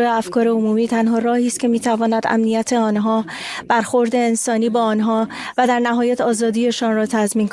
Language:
Persian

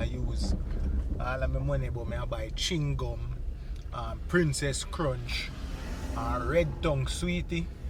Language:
Jamaican Creole English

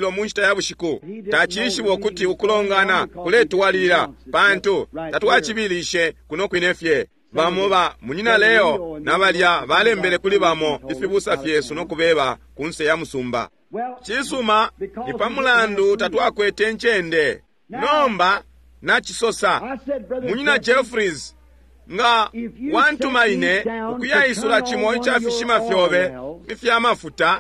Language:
Bemba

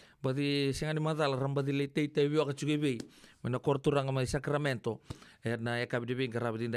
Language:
Fijian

